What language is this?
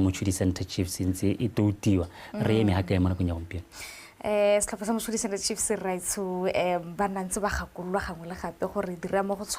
Tswana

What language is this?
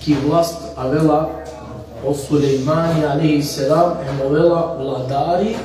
Balkan Romani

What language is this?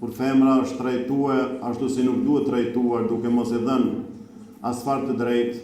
Albanian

